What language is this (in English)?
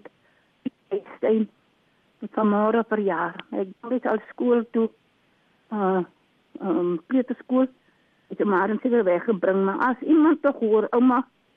Afrikaans